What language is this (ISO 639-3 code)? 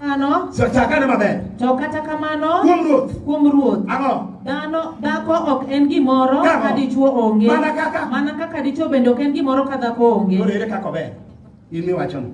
luo